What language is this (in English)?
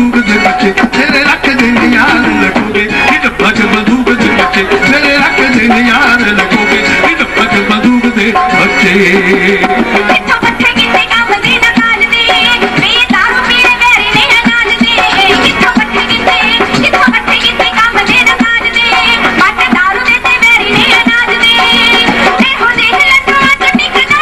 Punjabi